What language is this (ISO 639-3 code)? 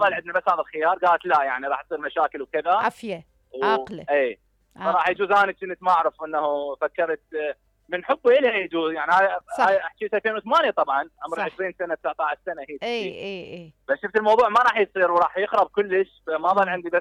acm